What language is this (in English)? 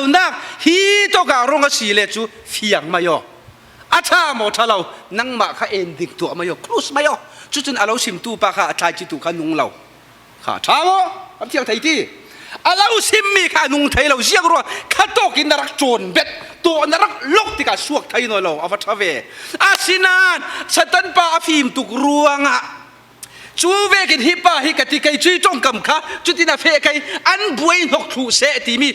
Falam Chin